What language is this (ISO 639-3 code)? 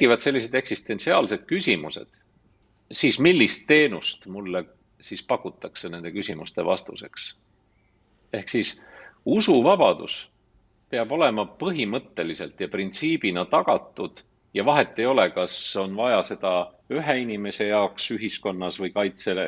est